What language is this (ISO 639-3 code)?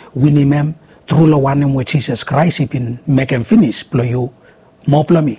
bis